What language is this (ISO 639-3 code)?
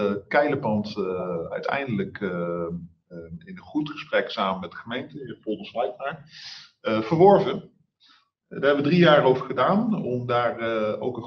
nld